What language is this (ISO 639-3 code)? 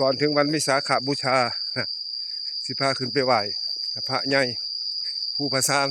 tts